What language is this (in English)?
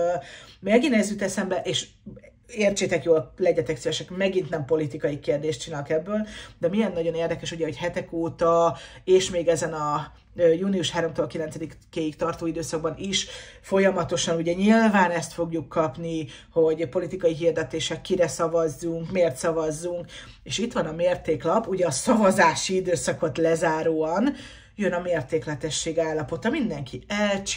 Hungarian